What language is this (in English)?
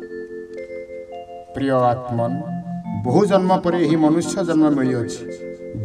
Odia